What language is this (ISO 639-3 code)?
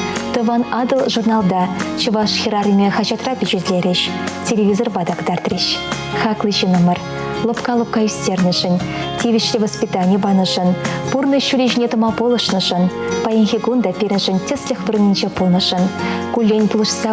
chv